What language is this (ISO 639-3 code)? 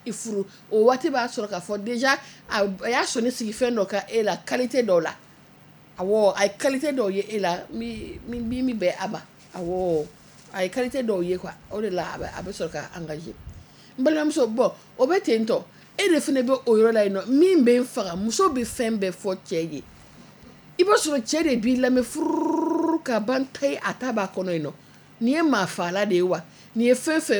bam